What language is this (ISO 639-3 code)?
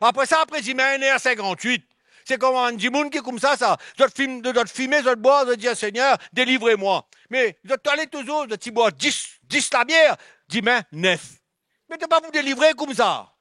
mfe